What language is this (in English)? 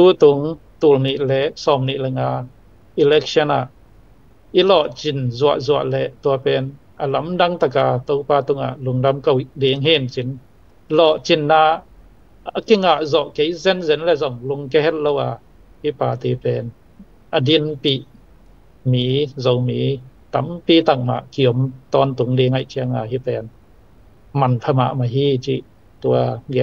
Tedim Chin